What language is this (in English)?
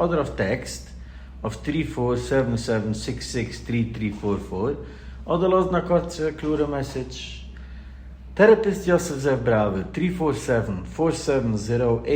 Yiddish